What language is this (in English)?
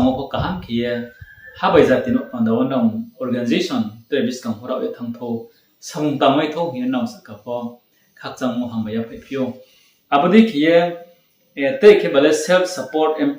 Riang (India)